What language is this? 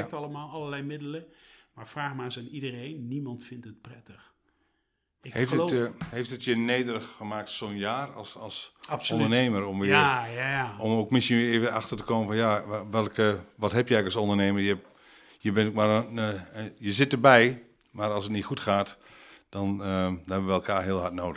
Dutch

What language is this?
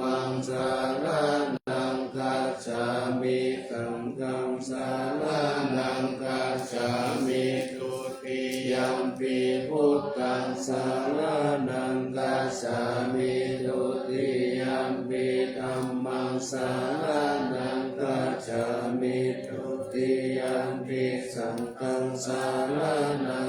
Pali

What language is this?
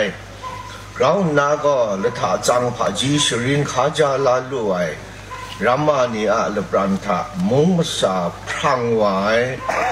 Kachin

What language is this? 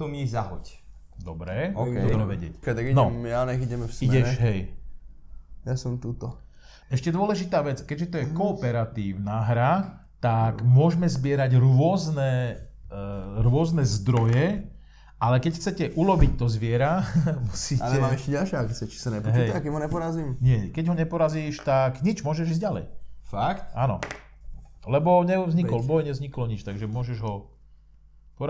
Slovak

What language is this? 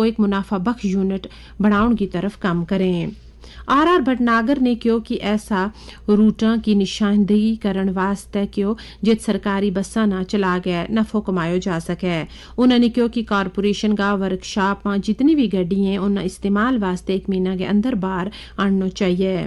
Gujari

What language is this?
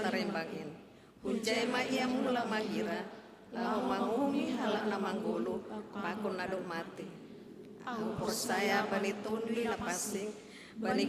Batak Simalungun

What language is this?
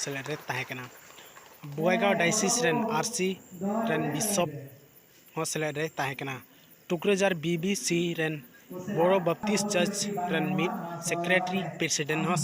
Santali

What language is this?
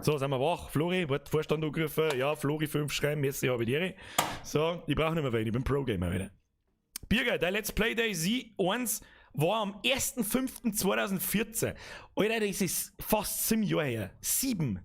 Bavarian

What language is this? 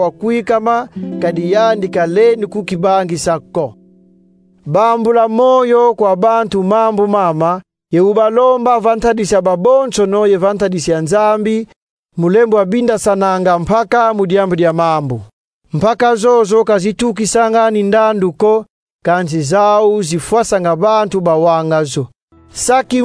Kongo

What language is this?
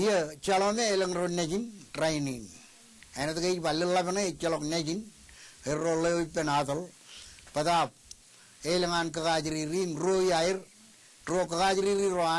Marshallese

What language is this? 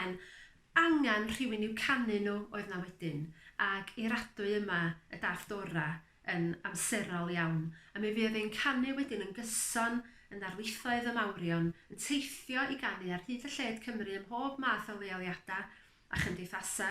Welsh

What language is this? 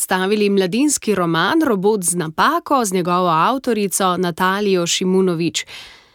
Slovenian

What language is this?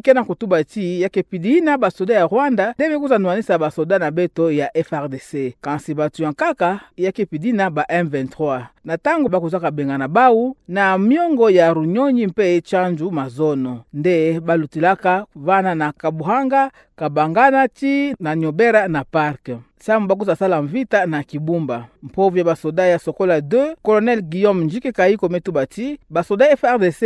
Kituba (Democratic Republic of Congo)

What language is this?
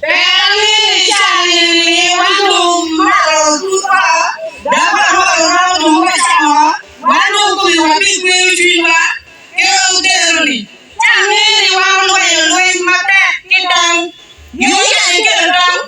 Acoli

